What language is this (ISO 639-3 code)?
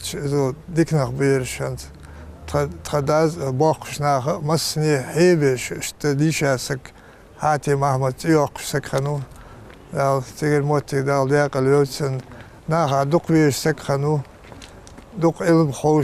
inh